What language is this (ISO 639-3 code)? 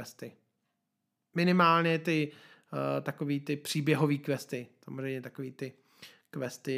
ces